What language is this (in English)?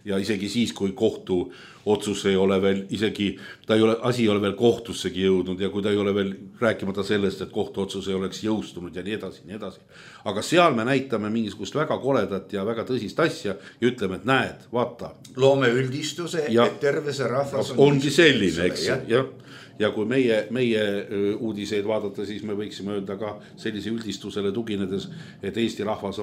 Estonian